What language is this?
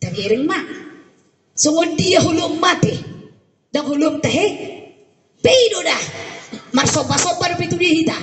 Batak Toba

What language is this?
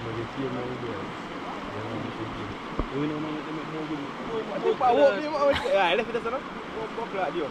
Jamaican Creole English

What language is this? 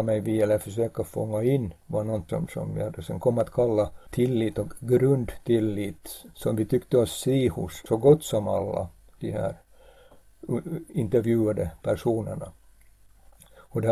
Swedish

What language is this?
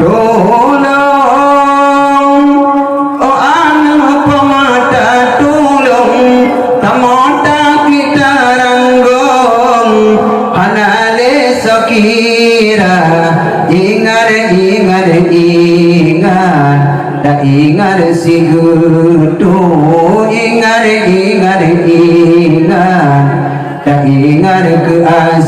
Achinese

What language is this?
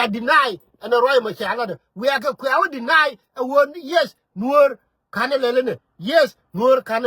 Nuer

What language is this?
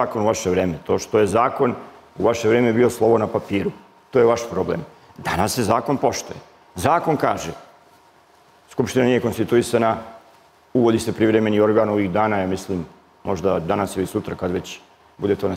Serbian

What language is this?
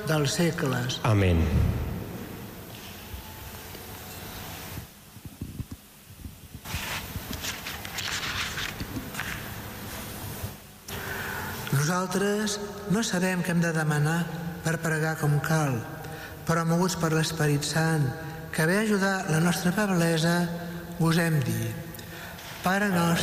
Catalan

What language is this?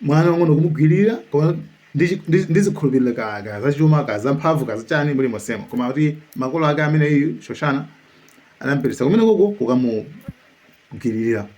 Nyanja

